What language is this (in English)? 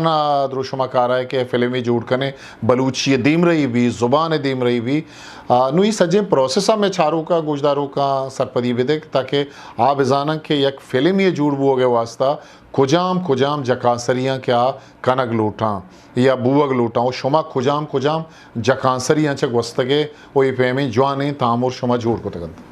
Eastern Balochi